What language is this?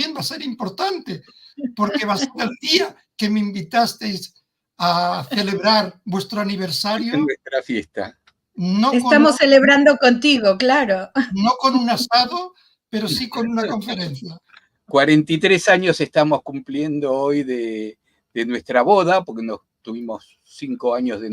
Ladino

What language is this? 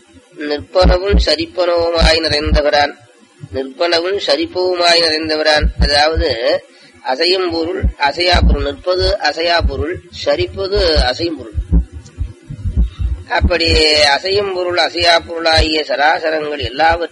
Tamil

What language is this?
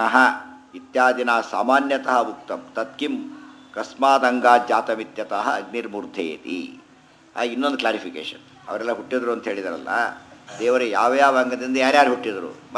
Kannada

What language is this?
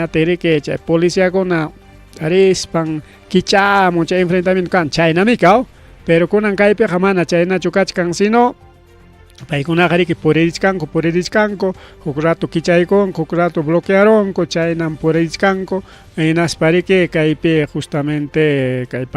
Ayacucho Quechua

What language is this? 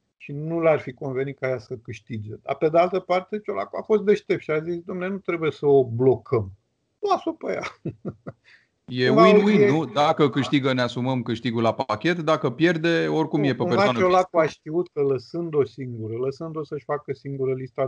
Romanian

